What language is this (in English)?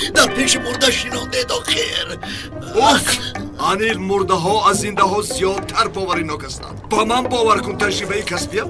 Tajik